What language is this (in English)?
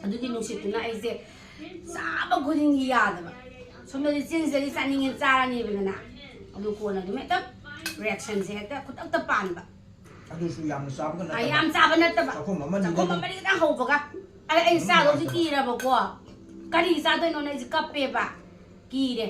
Manipuri